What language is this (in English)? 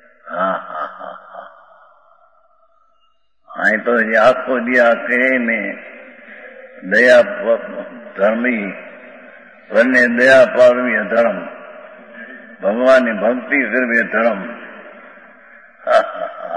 Gujarati